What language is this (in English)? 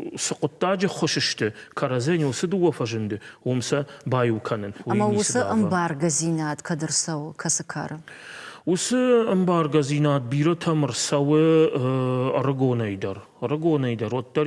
Ossetic